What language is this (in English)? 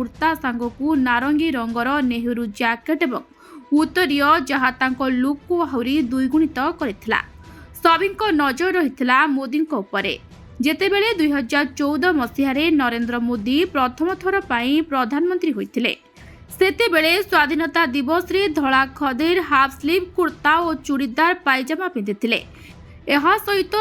Odia